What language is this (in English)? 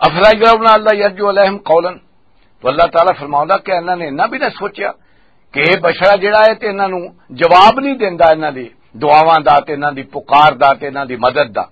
Western Panjabi